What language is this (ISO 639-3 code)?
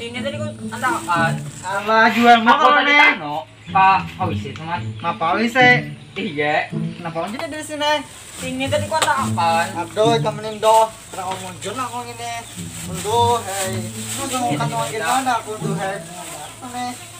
bjn